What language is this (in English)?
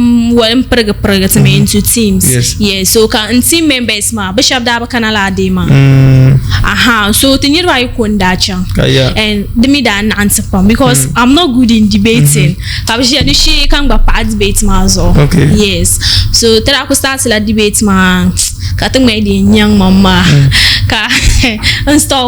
Dagbani